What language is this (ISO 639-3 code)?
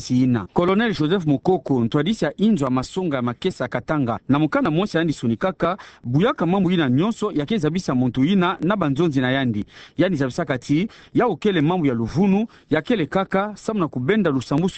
ktu